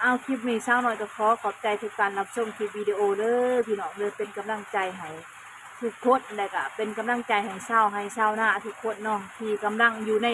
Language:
Northeastern Thai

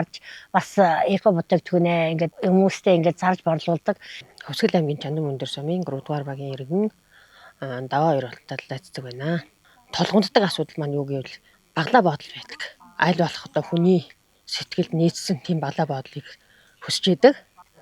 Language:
Mongolian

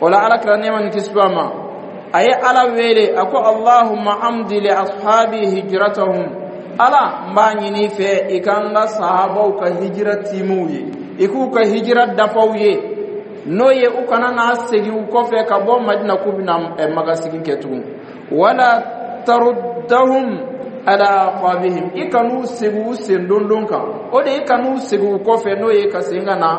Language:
Dyula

